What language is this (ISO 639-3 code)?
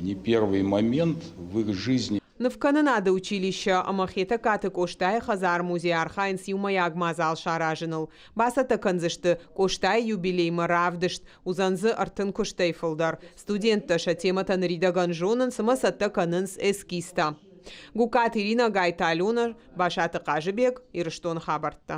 oss